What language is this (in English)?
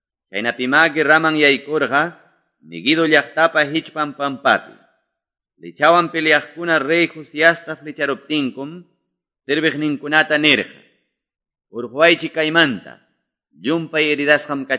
Quechua